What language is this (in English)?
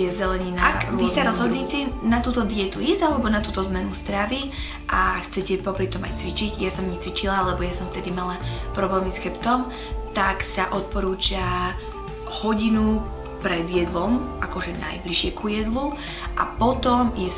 Slovak